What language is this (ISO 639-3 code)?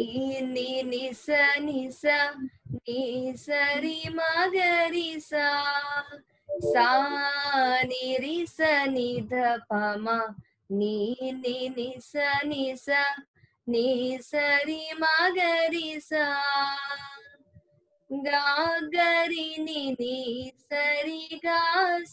tel